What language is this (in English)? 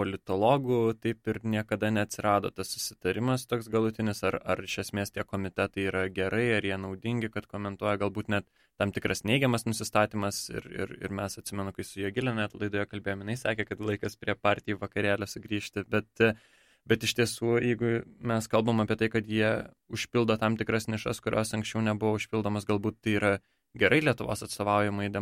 Lithuanian